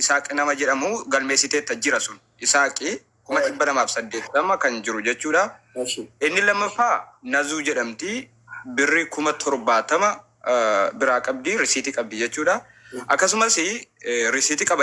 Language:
Oromo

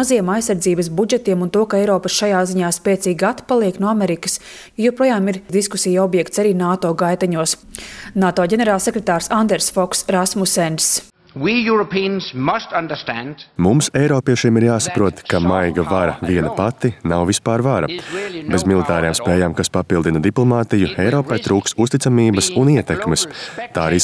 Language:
Latvian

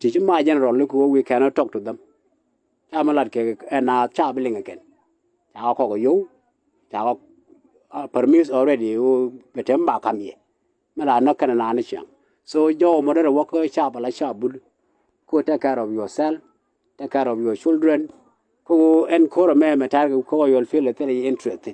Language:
Nuer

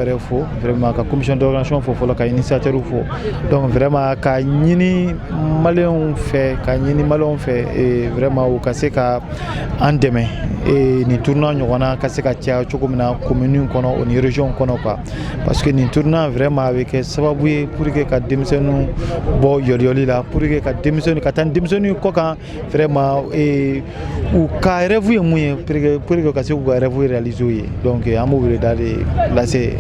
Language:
Bambara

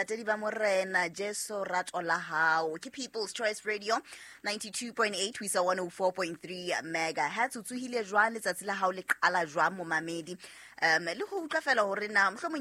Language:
Southern Sotho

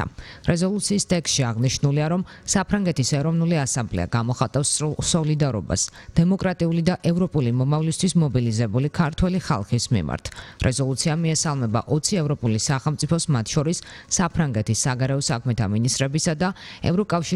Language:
Georgian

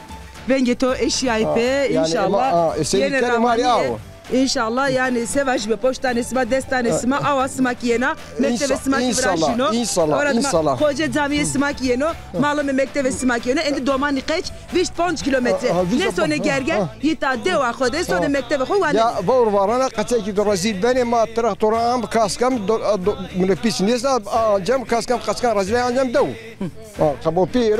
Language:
Zaza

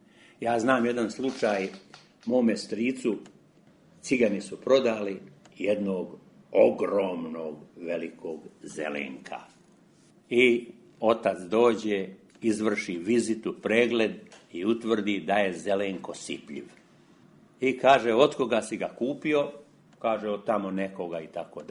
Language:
Serbian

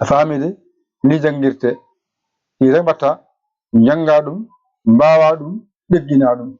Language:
Fula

